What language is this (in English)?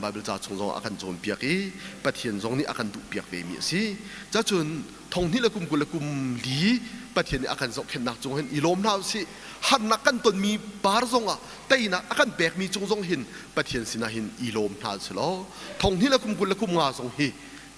Hakha Chin